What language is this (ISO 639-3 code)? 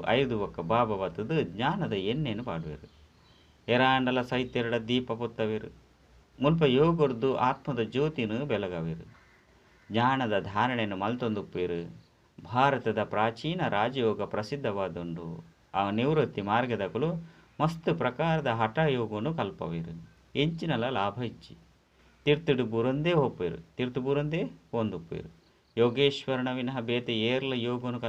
tcy